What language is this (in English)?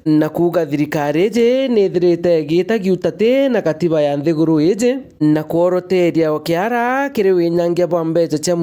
Meru